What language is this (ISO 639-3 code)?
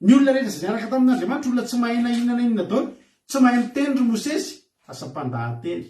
mlg